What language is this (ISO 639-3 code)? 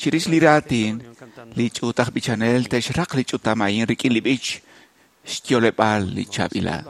kek